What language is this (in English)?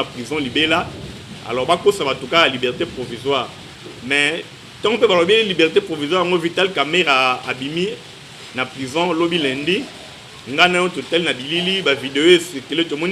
Lingala